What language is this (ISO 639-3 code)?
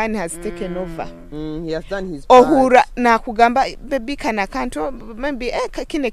nyo